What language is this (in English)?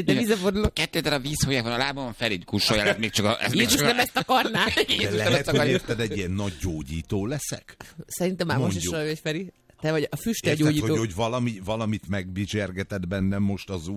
Hungarian